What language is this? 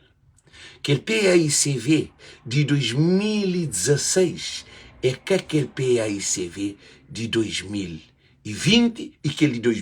Kabuverdianu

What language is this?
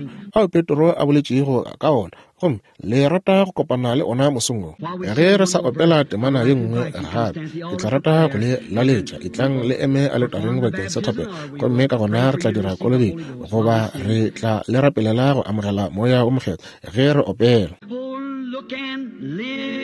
Northern Sotho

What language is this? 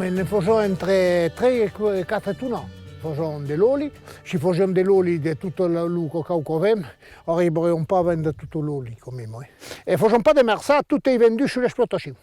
Occitan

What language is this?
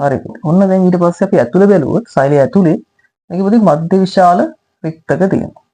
Sinhala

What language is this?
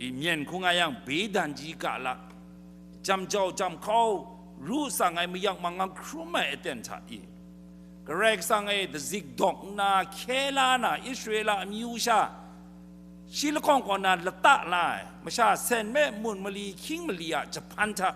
Kachin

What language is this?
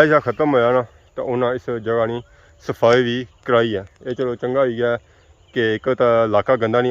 Pahari-Potwari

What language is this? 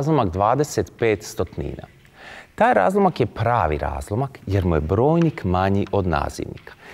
Croatian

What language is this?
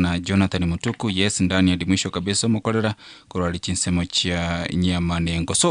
Gusii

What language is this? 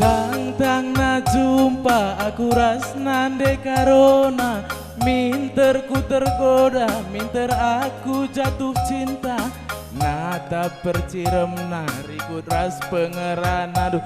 Batak Karo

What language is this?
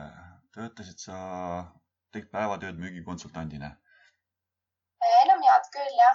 Estonian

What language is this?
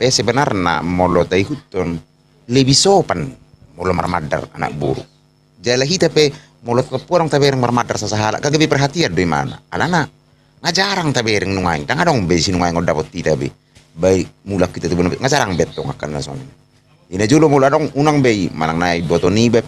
Batak Toba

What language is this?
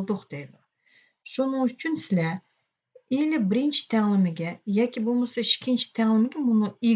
Uyghur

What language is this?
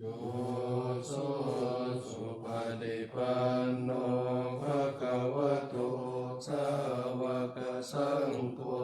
Pali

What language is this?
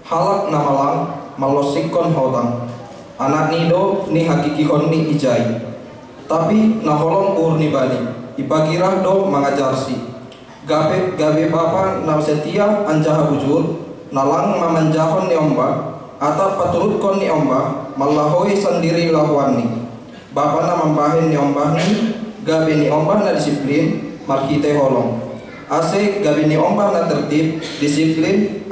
Batak Simalungun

